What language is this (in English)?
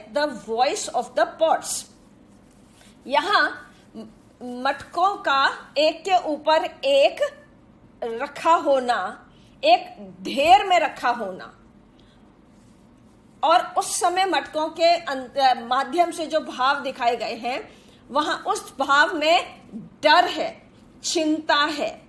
Hindi